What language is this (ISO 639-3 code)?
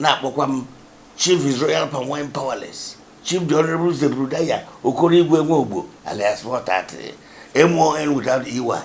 ibo